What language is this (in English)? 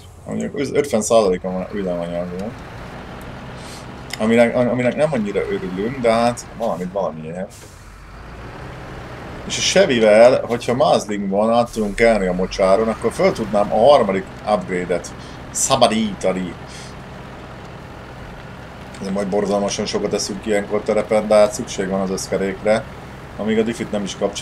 Hungarian